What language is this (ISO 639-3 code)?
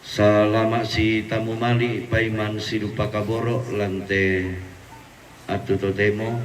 sda